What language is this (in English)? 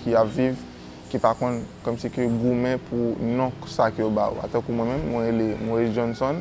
Haitian Creole